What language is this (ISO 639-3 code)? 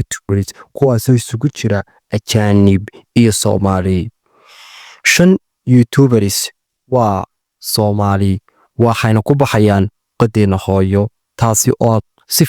som